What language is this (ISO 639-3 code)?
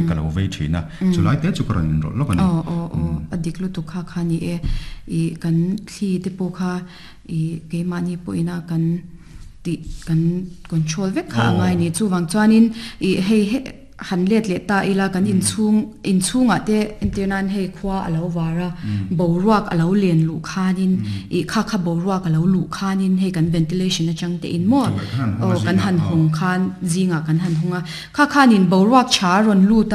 lus